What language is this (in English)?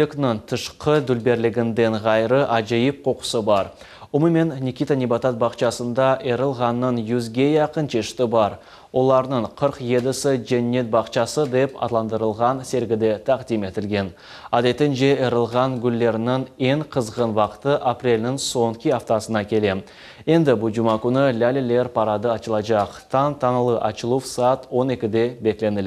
Crimean Tatar